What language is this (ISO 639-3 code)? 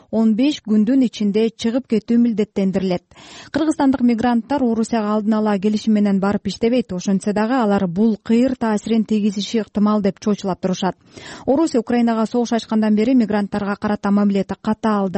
kir